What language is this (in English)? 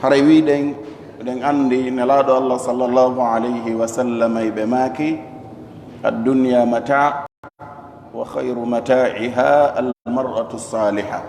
Fula